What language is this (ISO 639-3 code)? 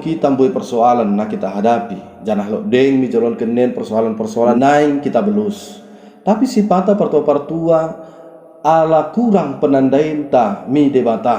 btd